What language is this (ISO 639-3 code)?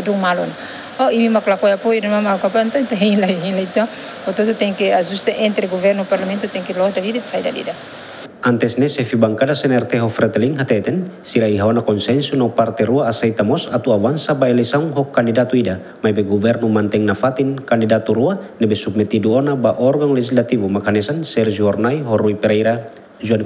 tet